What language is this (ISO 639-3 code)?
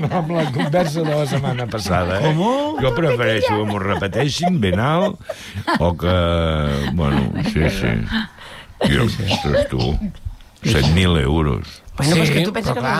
cat